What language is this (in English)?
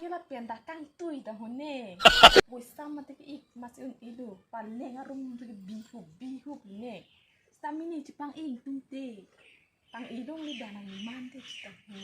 Karbi